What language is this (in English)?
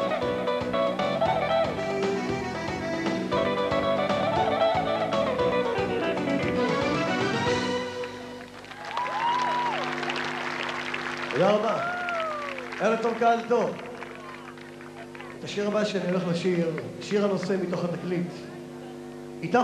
Hebrew